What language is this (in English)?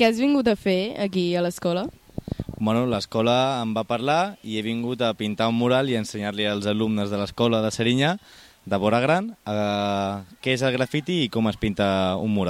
Catalan